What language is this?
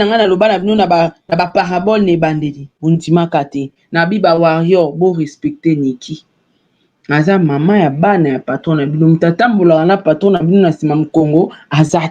Lingala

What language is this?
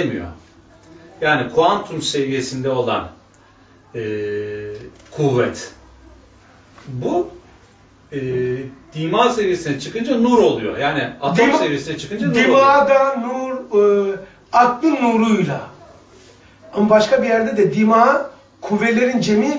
Turkish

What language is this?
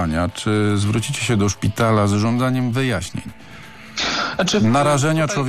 Polish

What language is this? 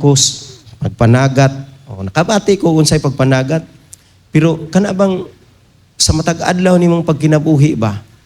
Cebuano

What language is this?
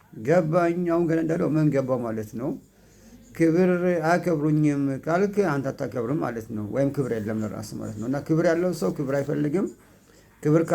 Amharic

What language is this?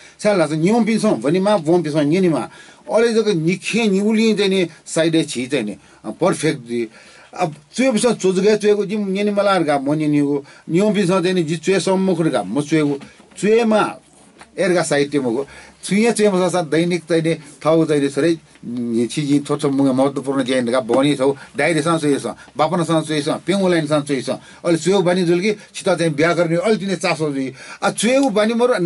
Newari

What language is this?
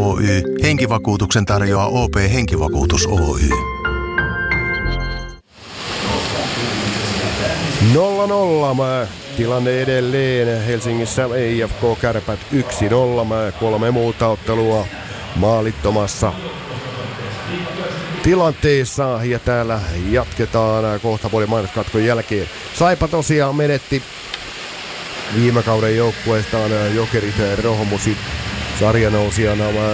Finnish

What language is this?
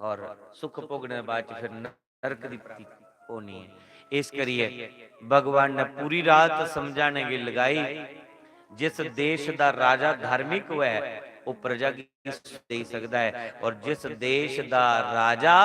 Dogri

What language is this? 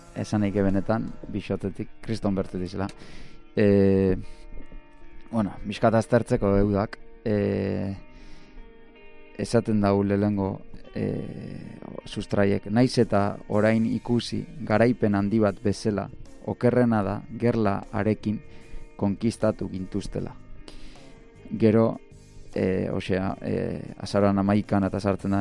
Basque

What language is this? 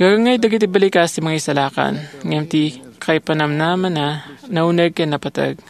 Iloko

